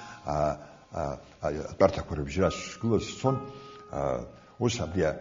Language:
Abkhazian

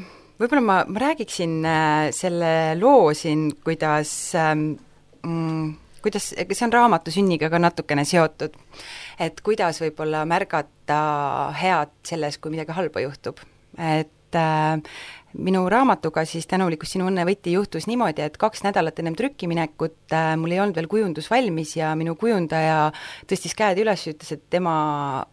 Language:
Estonian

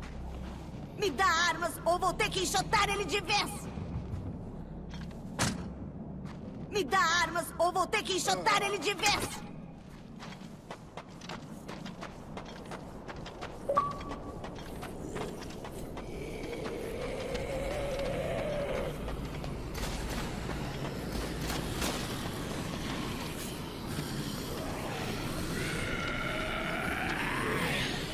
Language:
Portuguese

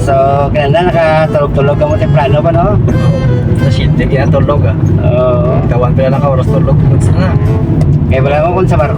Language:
Hiligaynon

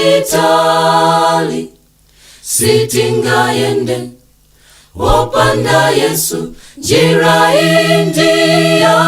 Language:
Nyanja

